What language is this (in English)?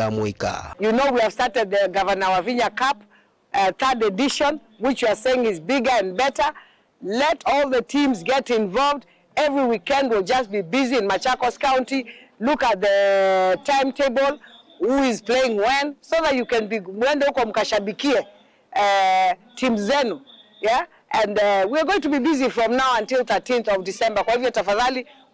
Kamba